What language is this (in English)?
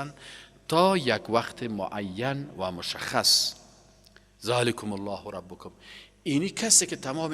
Persian